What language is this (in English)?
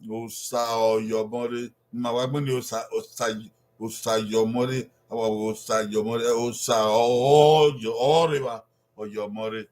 Bini